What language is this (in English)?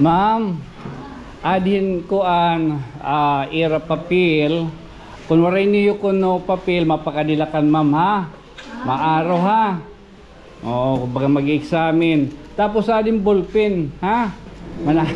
Waray